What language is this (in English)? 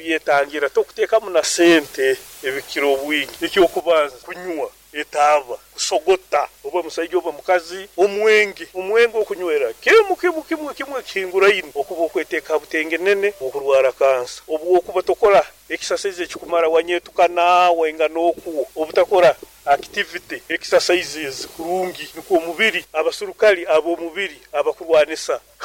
Nyoro